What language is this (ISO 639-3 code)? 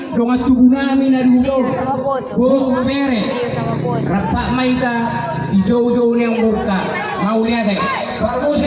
bbc